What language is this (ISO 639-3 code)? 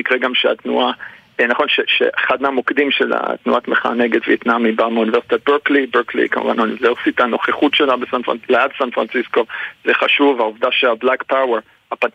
heb